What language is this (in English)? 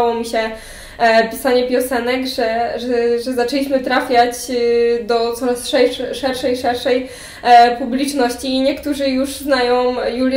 Polish